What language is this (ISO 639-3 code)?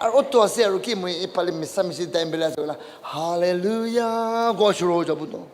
nag